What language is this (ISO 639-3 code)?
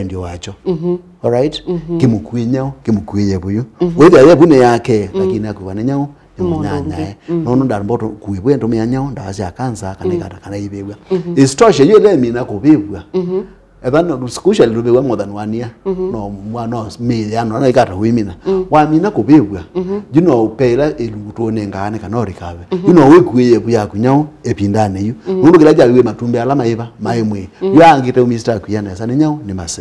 kam